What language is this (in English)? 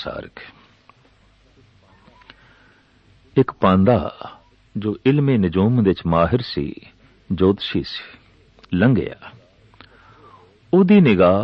Punjabi